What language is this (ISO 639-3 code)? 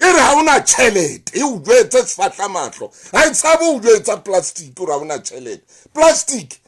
sot